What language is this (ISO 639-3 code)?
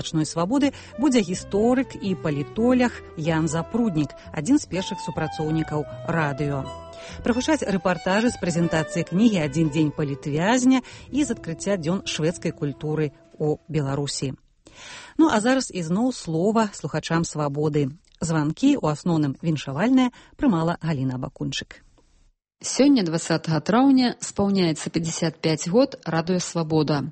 bel